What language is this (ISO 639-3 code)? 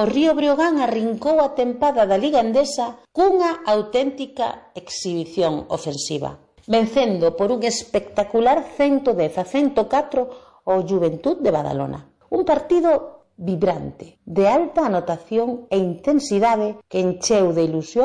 glg